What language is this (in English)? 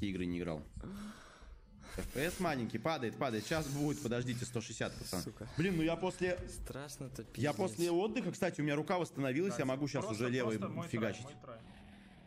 Russian